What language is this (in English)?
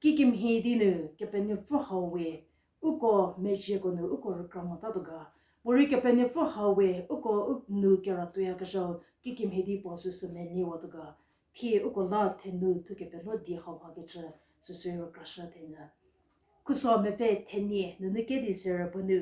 Angami Naga